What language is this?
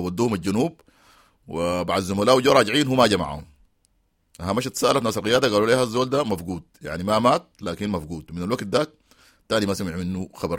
Sudanese Arabic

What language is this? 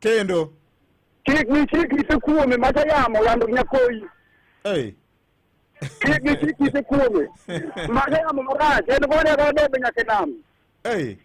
Luo (Kenya and Tanzania)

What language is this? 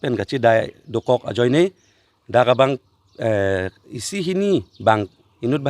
Karbi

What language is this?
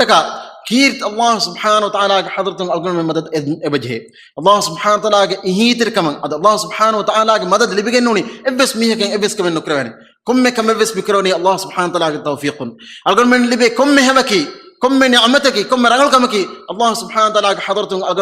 Divehi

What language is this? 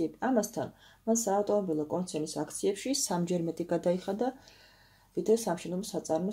Georgian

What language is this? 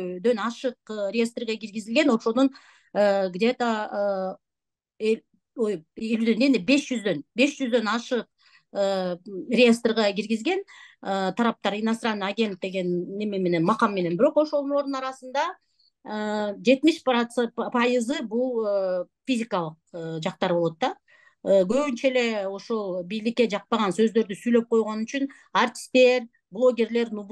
Kyrgyz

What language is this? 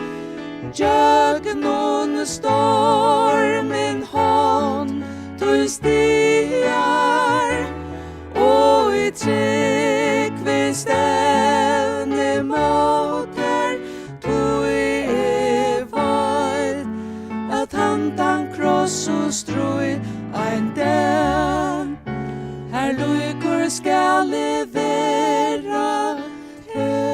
Faroese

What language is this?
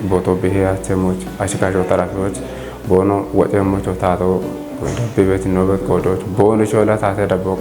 Kafa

